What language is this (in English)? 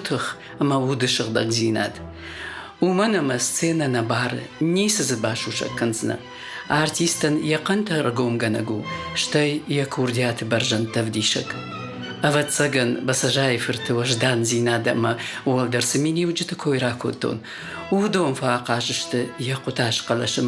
Ossetic